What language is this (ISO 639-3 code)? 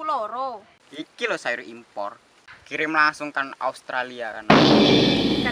mui